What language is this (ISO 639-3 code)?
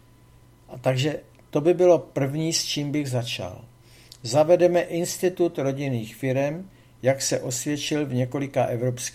ces